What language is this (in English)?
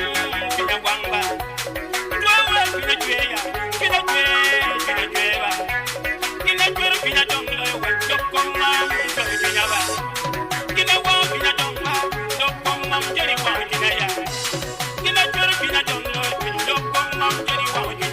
Acoli